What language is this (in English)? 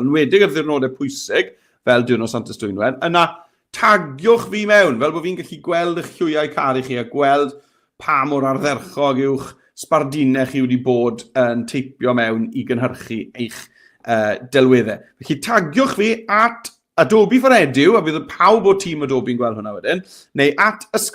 Welsh